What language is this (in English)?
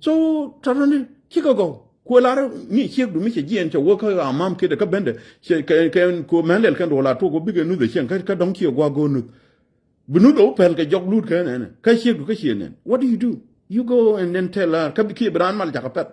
Nuer